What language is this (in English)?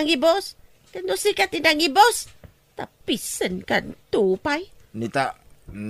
Iloko